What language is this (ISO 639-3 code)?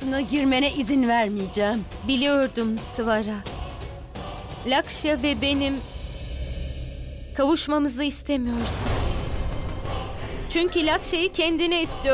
tur